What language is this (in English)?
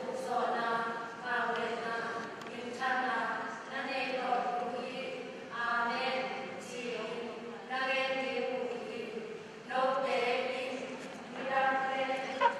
Tedim Chin